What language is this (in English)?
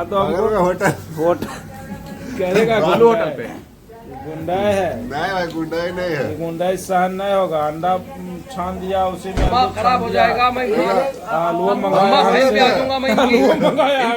Magahi